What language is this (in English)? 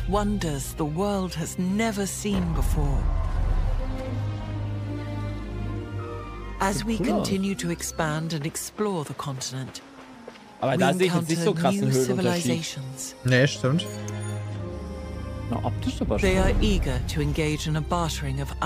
German